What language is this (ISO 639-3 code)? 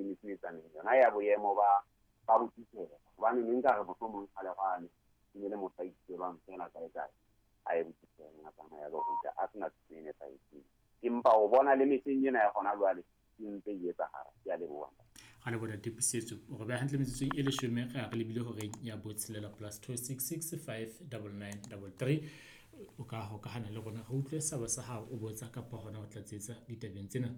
sot